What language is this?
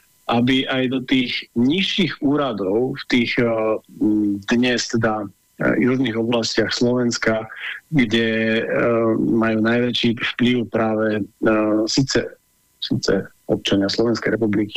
Slovak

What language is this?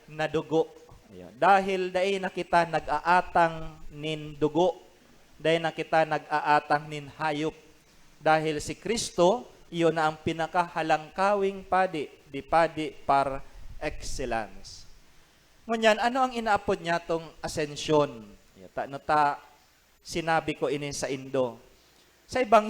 Bikol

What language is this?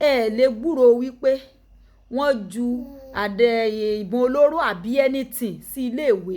Yoruba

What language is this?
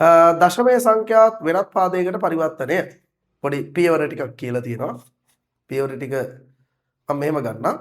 Sinhala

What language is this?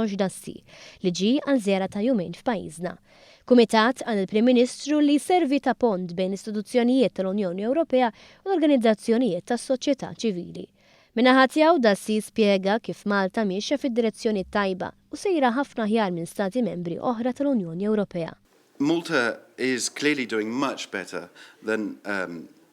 Maltese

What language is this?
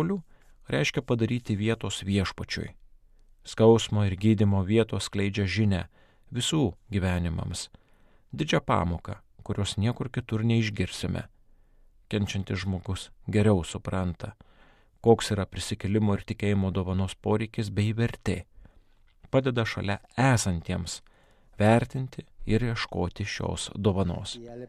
Lithuanian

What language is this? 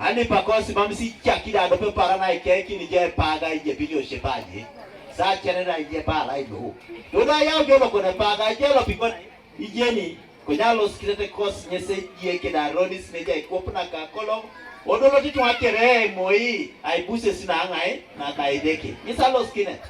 Teso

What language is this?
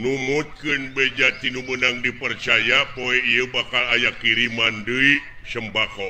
Sundanese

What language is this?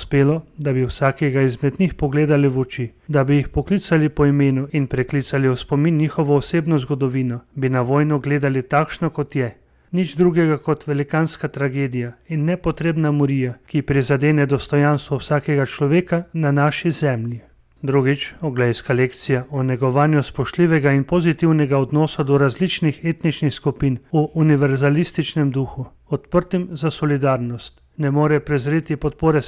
Slovenian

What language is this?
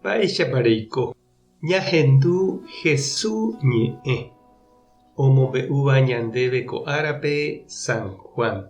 Guarani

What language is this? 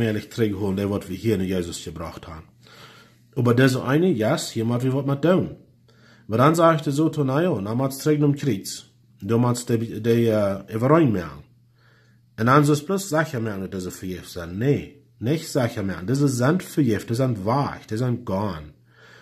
Plautdietsch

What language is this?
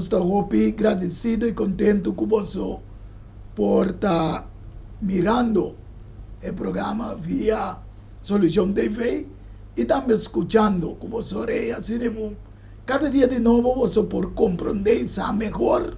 Papiamento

